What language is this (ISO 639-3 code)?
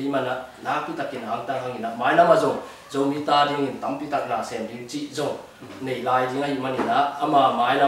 ctd